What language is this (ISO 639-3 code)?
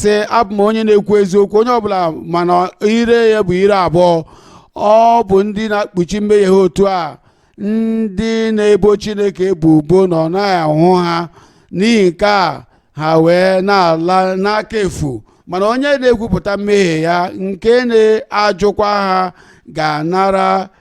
ibo